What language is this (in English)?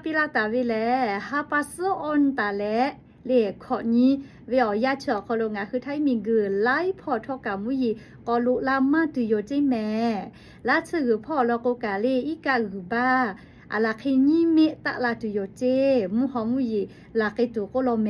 Lahu